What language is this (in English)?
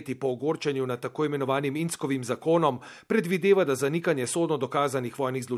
Slovenian